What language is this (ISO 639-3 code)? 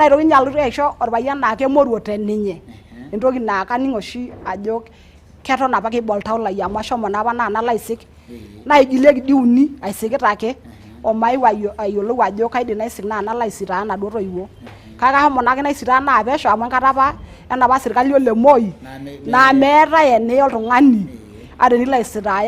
mas